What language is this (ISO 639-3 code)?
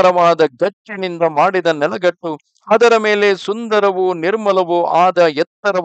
kan